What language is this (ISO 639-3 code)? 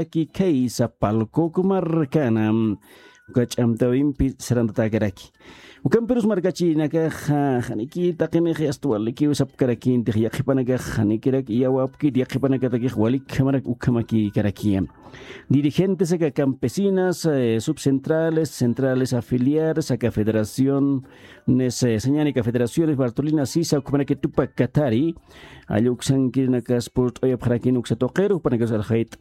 aym